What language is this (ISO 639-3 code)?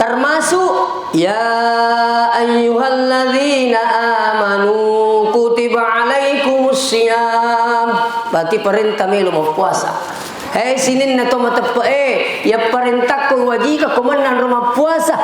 bug